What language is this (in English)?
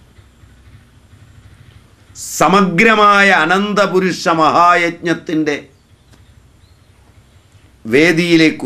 Malayalam